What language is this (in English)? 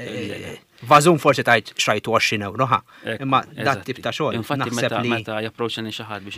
Maltese